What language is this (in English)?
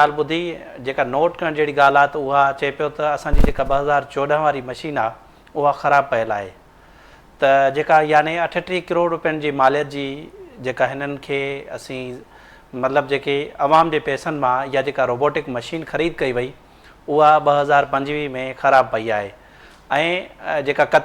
Sindhi